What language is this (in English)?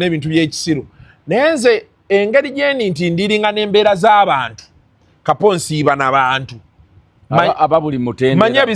Ganda